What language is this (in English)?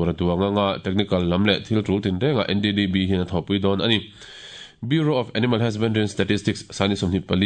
Mizo